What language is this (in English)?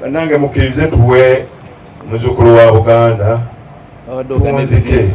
Ganda